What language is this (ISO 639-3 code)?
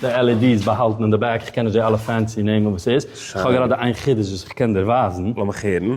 yid